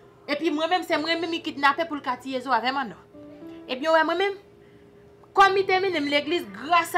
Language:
Haitian Creole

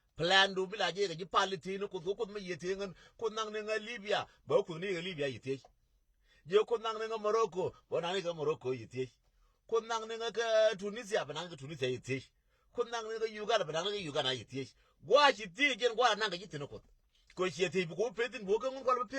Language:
Nuer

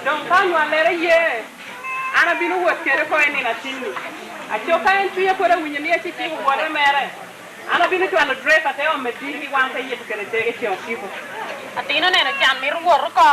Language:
Lango (Uganda)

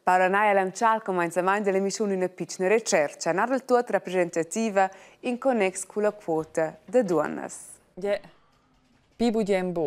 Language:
Romansh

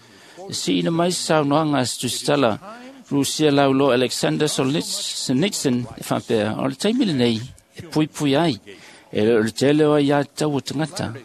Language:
Samoan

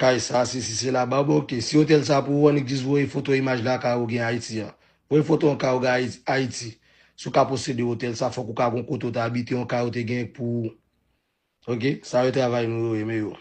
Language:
Haitian Creole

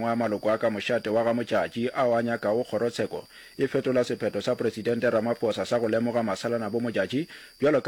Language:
Northern Sotho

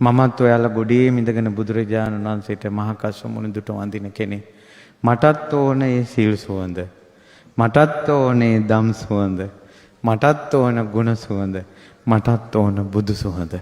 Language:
Sinhala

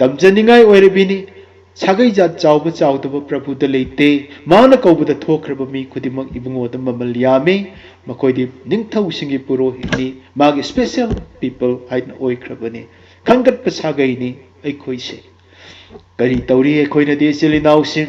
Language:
Manipuri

